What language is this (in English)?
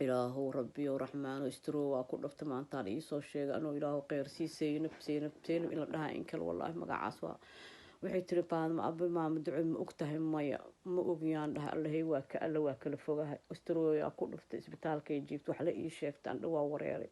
Somali